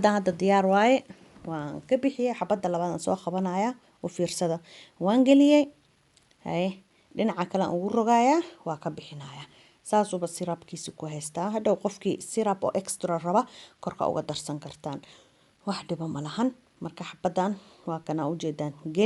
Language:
Somali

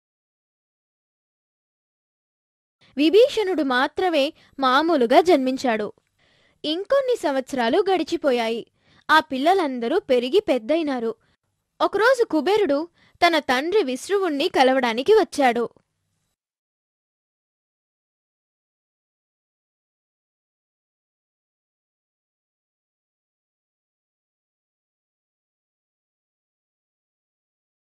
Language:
Telugu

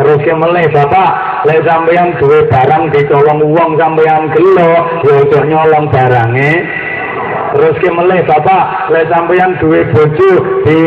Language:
Javanese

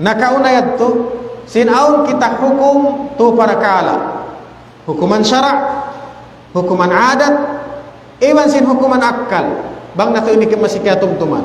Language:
Tausug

